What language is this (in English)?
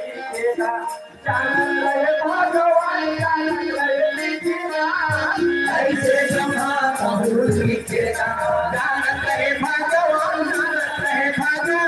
Chhattisgarhi